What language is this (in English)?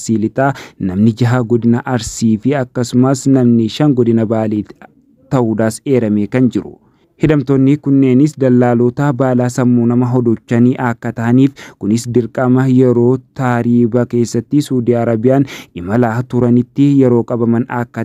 Oromo